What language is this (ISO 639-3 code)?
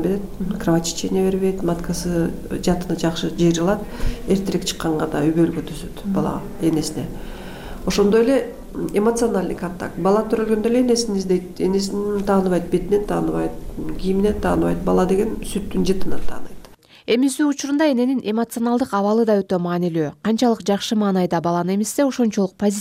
kir